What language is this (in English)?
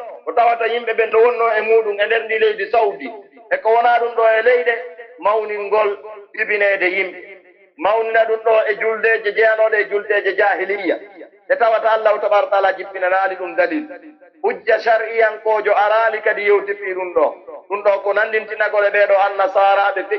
Pular